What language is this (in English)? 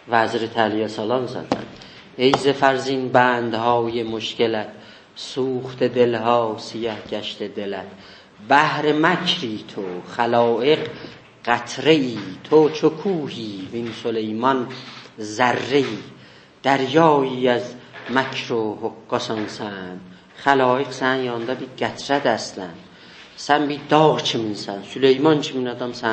South Azerbaijani